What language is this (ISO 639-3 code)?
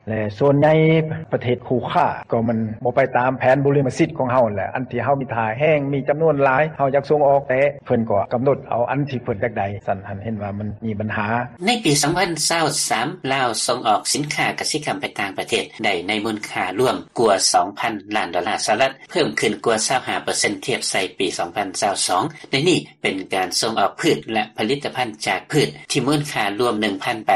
lao